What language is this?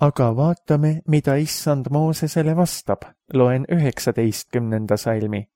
Estonian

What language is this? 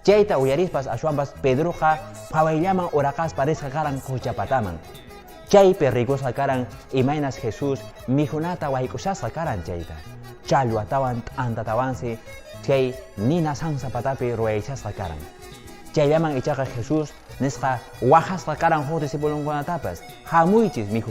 Quechua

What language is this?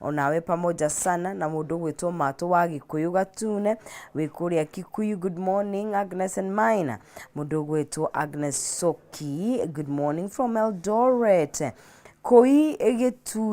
Kikuyu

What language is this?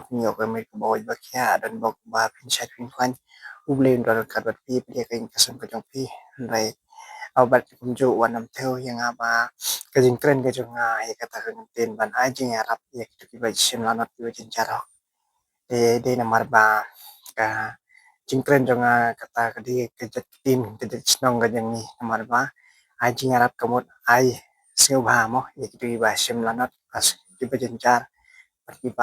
Khasi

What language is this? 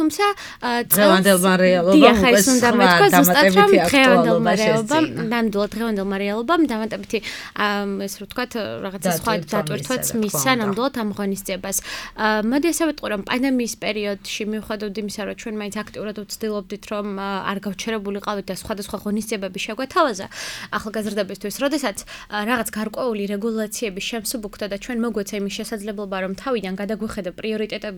Georgian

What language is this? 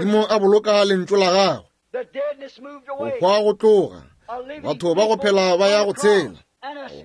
Northern Sotho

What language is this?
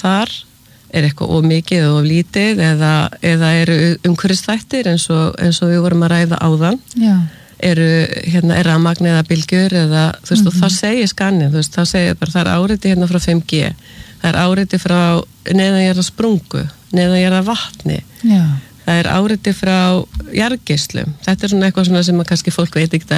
Icelandic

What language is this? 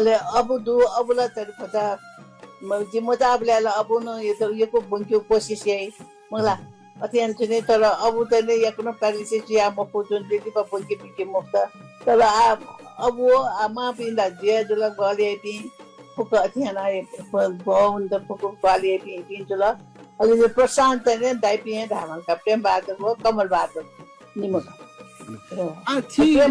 Newari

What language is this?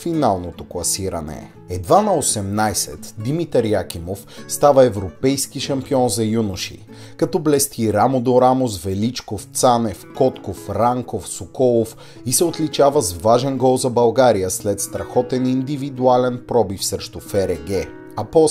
Bulgarian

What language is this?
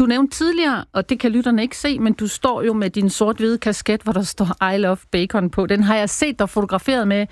Danish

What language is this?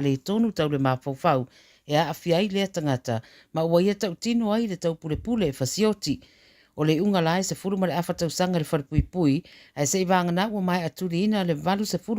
Samoan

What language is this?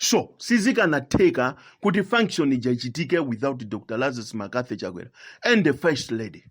Nyanja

